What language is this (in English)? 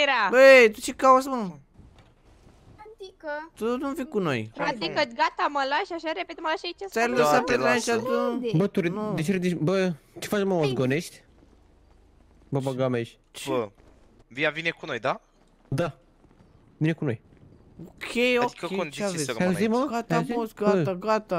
Romanian